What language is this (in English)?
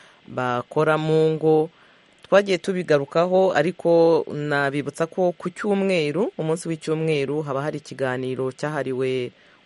Kinyarwanda